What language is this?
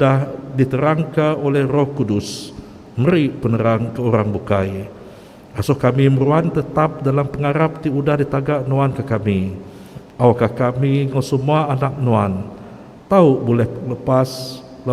Iban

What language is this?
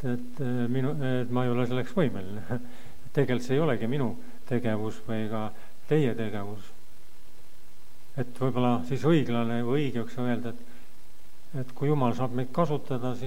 Estonian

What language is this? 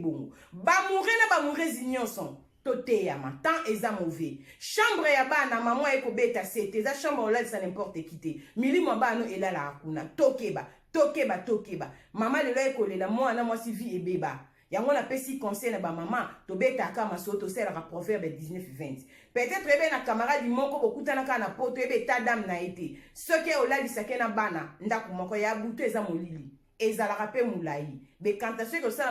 Lingala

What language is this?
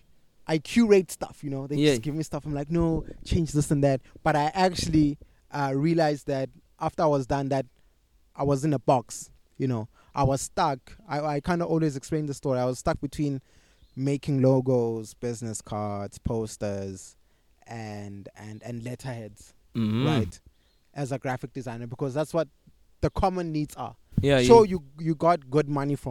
English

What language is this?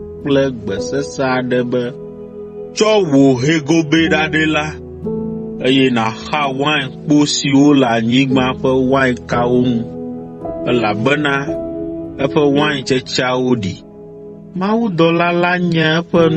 Ewe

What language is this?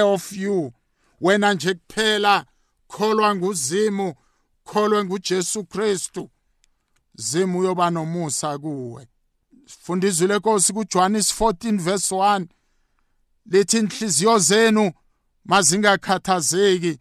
South Ndebele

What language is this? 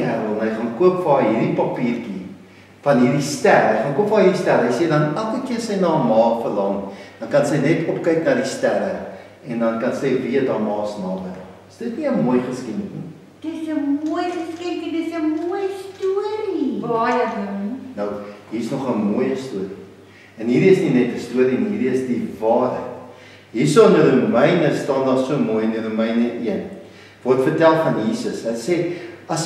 Afrikaans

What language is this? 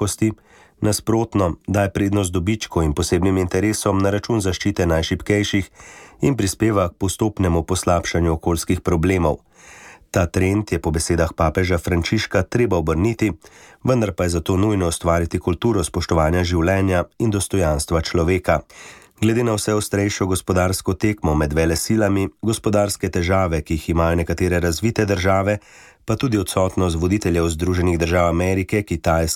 Slovenian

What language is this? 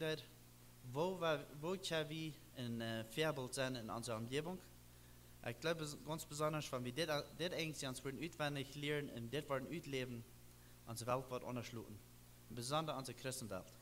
Plautdietsch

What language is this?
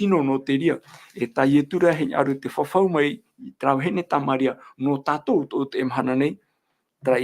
Tahitian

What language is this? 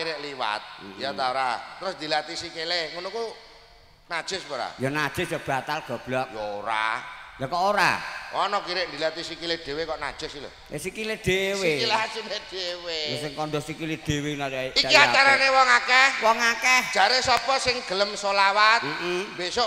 Javanese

